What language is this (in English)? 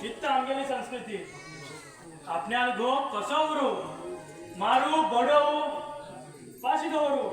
Konkani